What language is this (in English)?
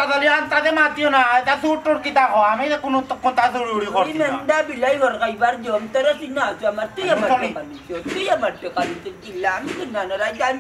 Sylheti